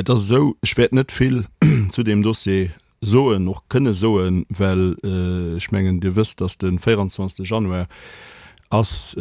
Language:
Luxembourgish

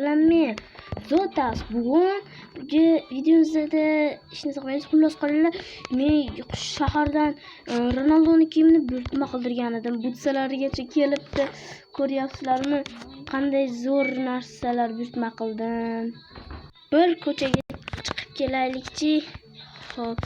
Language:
Uzbek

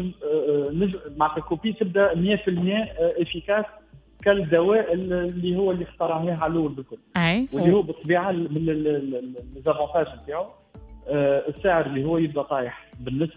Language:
Tunisian Arabic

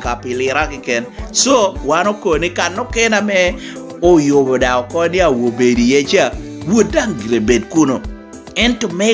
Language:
Lango (Uganda)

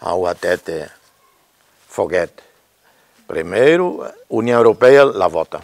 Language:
Tetum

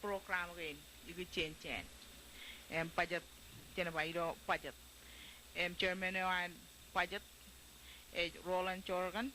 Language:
Marshallese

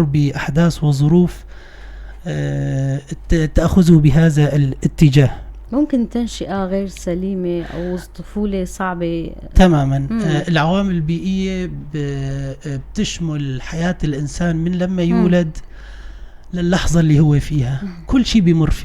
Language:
North Levantine Arabic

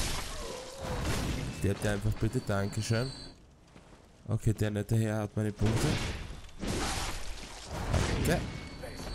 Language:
German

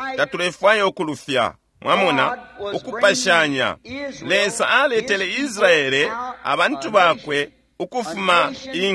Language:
Bemba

